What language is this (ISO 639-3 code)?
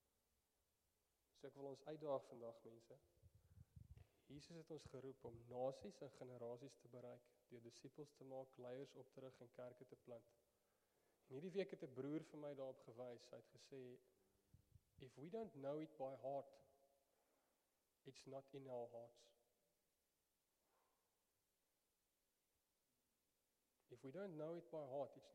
afr